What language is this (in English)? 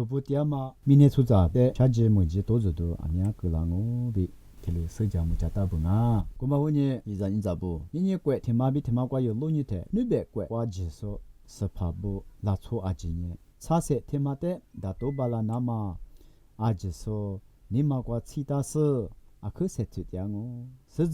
Lisu